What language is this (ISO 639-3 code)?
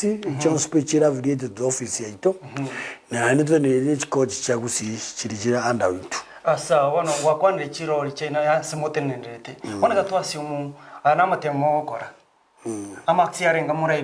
guz